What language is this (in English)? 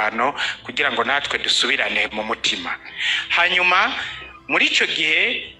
Rundi